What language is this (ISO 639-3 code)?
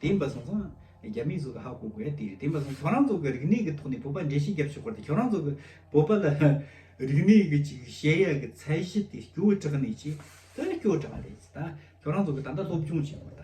bod